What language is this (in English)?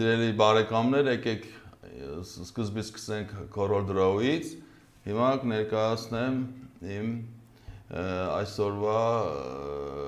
Armenian